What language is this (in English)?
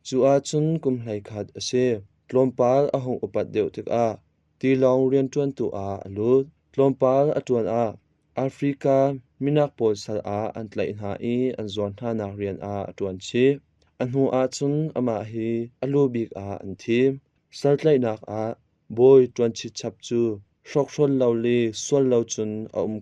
Hakha Chin